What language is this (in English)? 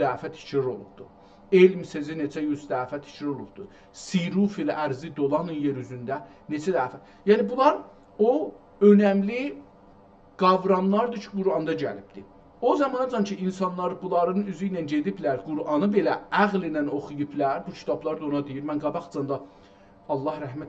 South Azerbaijani